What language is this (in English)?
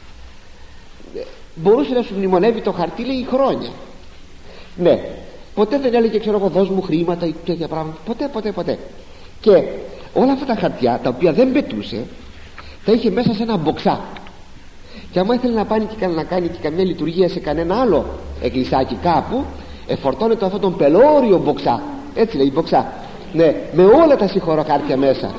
Greek